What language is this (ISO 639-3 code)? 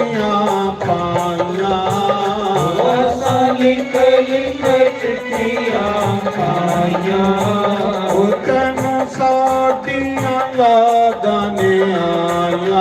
doi